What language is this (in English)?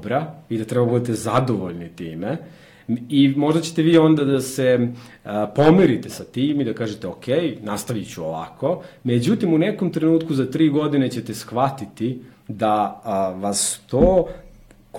Serbian